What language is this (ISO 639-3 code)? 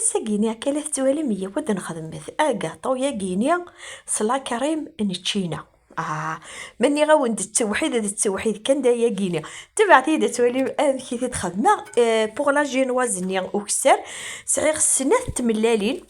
kab